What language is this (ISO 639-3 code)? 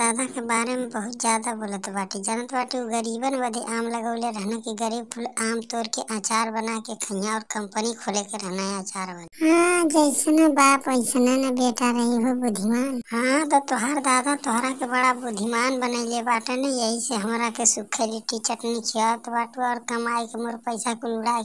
bho